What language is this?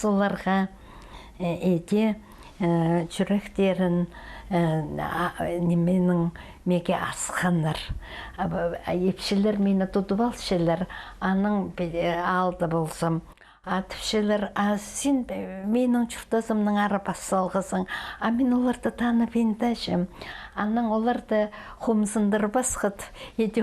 Khakas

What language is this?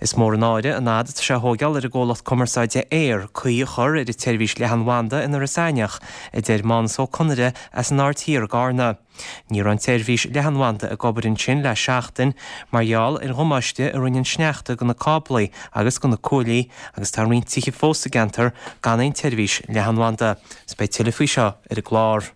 Irish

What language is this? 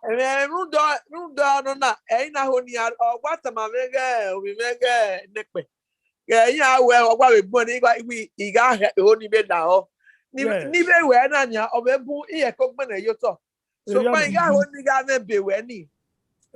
Bini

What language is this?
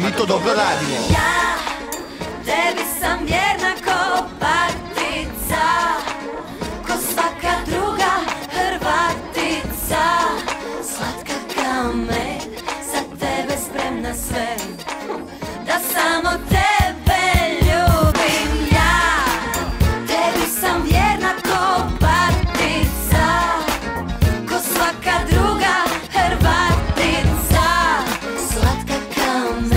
Croatian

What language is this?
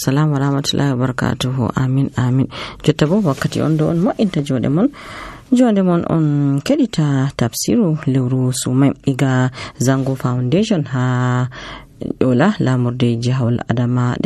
Nigerian Fulfulde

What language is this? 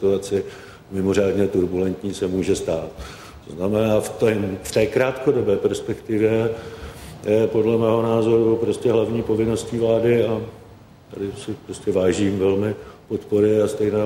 Czech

